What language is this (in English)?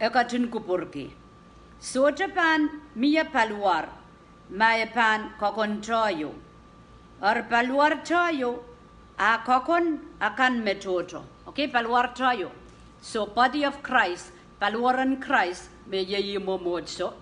Pohnpeian